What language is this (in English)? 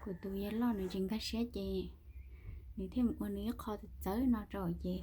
Hmong